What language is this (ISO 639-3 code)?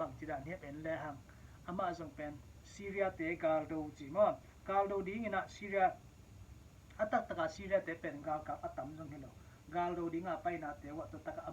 ctd